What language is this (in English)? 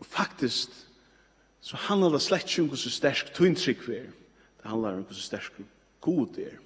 Faroese